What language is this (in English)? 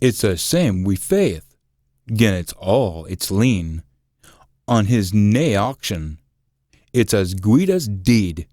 Scots